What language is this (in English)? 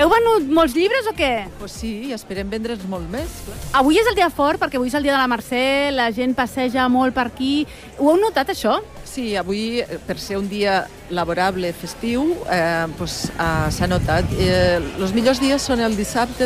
Catalan